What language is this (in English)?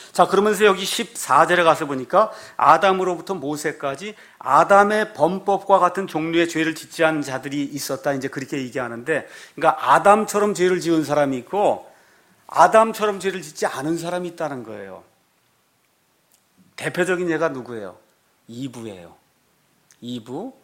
Korean